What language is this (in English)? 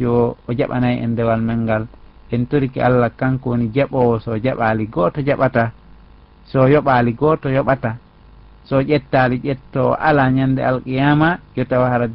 Fula